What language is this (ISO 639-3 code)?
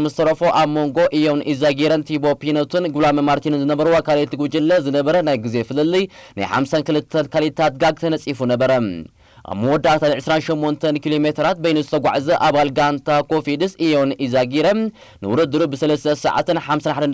tir